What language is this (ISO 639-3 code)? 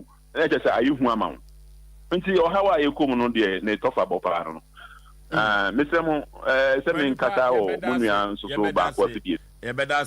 aka